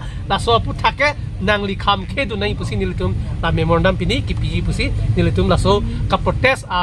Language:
Karbi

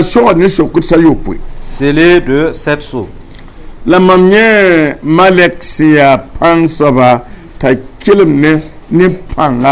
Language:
Mossi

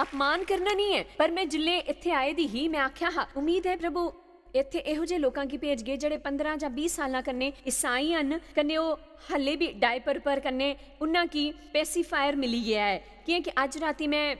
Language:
Dogri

